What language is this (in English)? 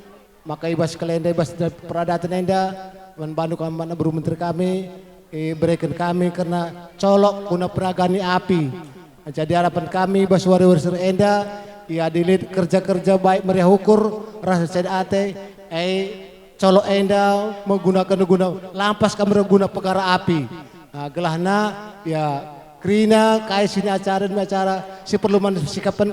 Batak Karo